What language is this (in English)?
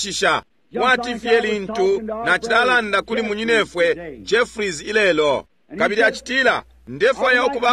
Bemba